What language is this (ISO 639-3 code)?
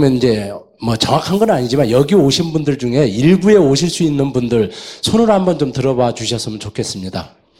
kor